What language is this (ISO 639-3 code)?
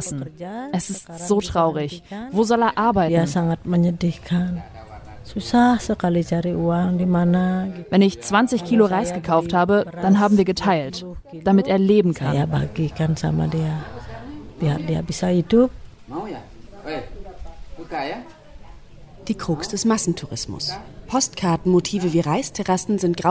deu